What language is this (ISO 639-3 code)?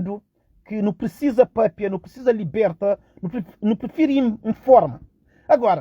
kea